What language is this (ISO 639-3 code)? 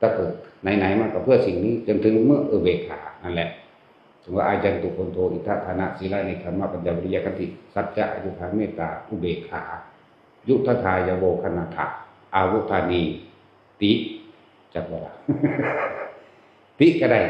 tts